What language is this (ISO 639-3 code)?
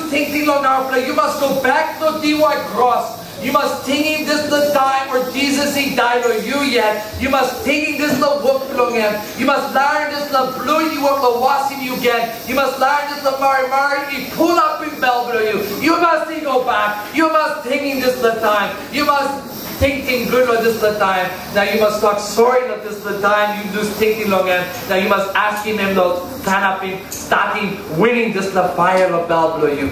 tpi